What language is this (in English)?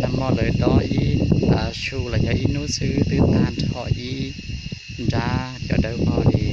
Hmong